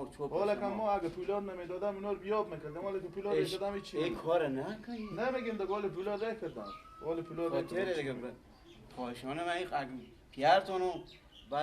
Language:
Persian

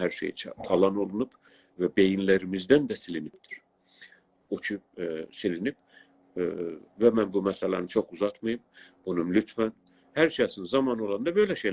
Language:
South Azerbaijani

